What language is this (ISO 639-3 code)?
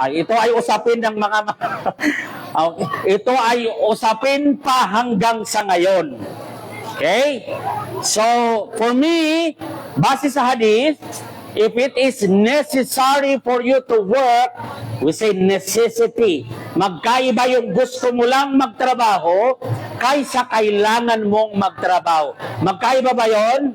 mrw